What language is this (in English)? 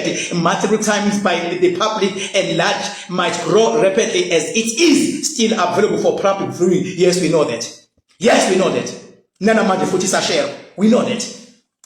Zulu